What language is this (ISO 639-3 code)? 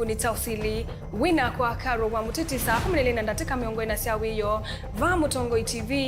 kam